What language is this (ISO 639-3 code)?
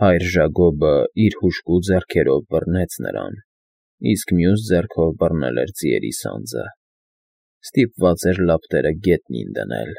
hye